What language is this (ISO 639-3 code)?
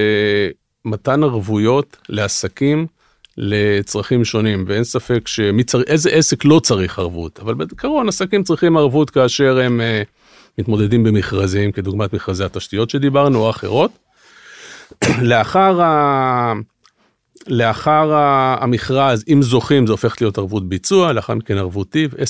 heb